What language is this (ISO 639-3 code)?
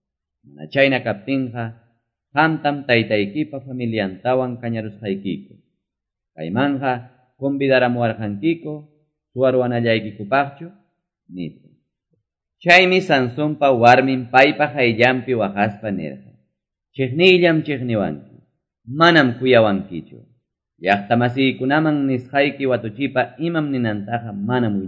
que